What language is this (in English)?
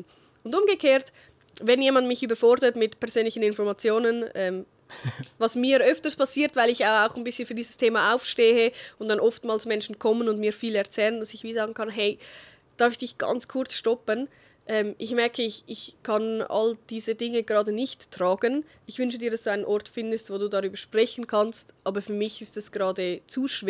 Swiss German